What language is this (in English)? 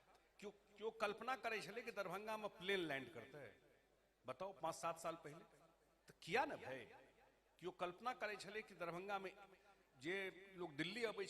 Maithili